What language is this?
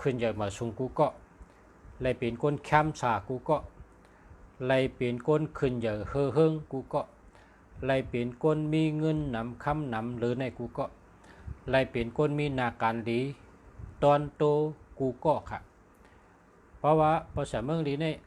Shan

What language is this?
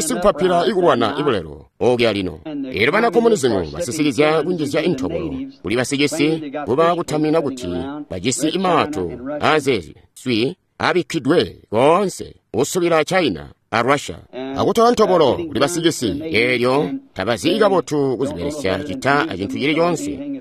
Tonga (Zambia)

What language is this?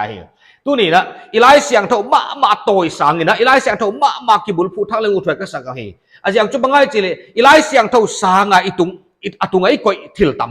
Paite Chin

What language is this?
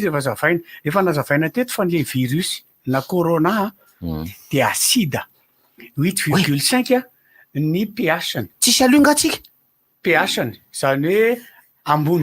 Malagasy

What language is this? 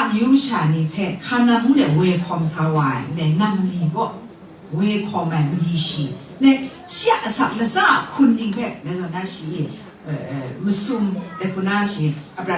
Kachin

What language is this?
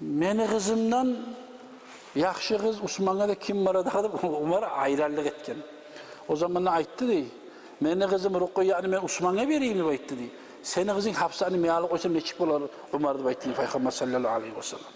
Kumyk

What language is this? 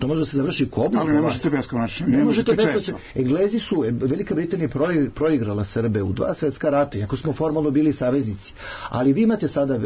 Serbian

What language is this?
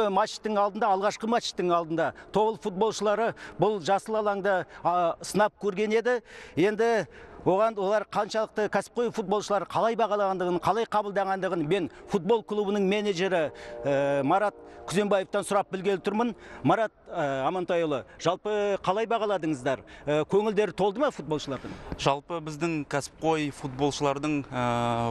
Kazakh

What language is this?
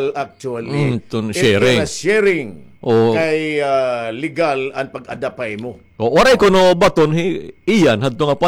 Waray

